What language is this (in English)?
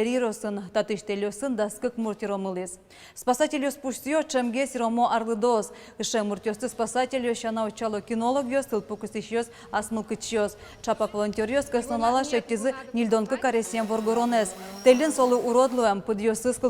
Udmurt